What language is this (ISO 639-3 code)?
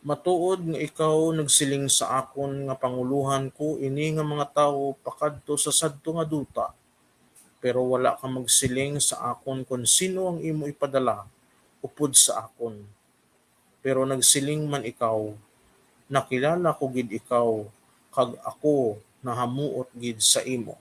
hil